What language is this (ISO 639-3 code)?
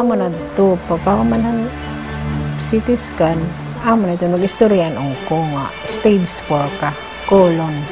war